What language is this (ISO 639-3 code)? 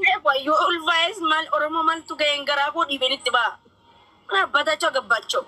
orm